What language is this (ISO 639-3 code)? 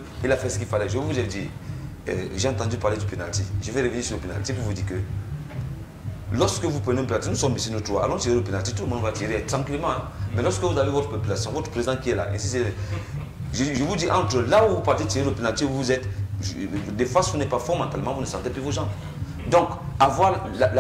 fra